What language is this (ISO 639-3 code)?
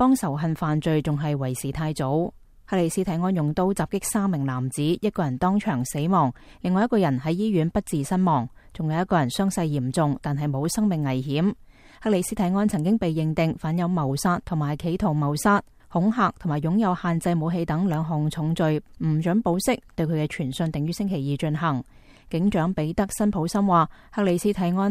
yue